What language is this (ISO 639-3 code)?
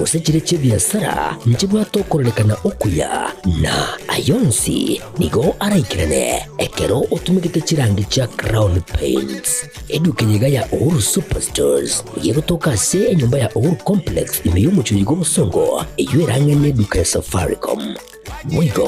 guz